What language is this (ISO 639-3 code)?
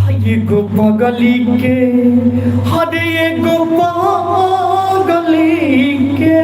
mai